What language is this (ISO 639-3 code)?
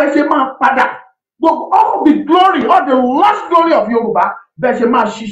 yor